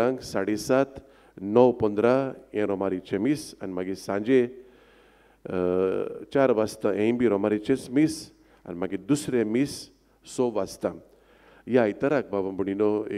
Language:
Konkani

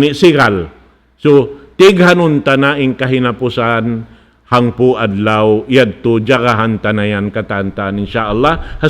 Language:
Tausug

